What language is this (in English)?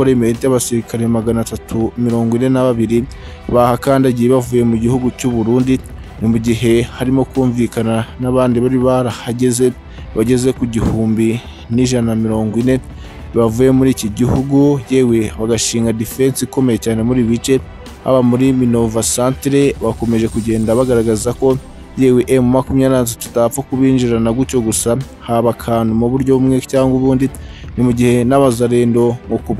Kinyarwanda